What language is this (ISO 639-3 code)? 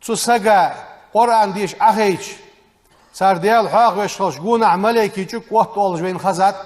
inh